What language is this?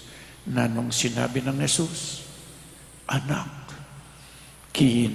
Pampanga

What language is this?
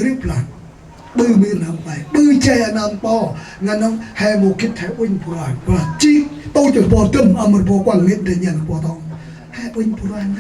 Central Mnong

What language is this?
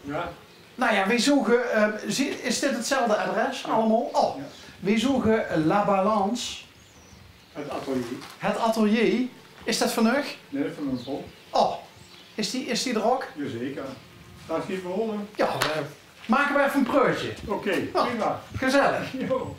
Limburgish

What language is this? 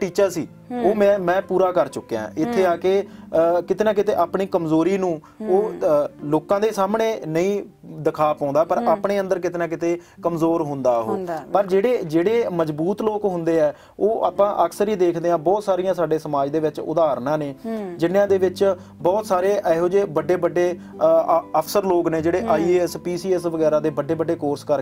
Punjabi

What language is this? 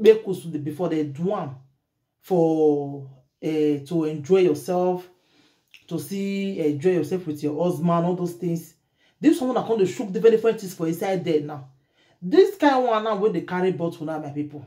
Nigerian Pidgin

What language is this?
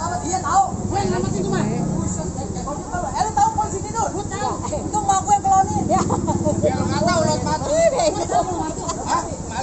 Betawi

